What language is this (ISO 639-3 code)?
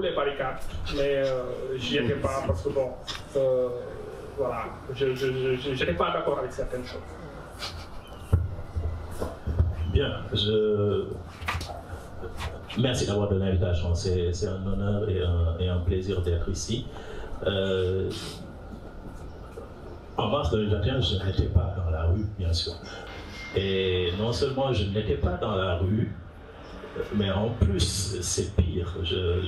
fra